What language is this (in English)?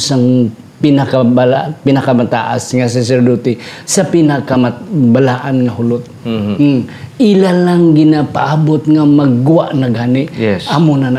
Hiligaynon